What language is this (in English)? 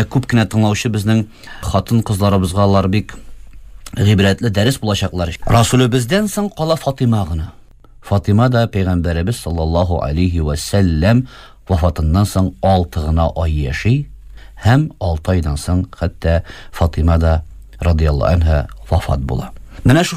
Tatar